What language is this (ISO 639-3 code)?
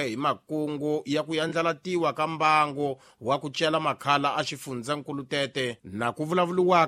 tso